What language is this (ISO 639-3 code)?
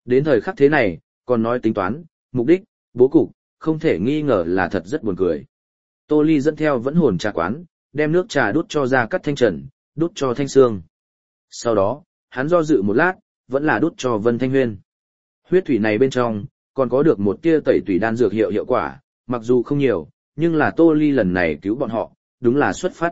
vie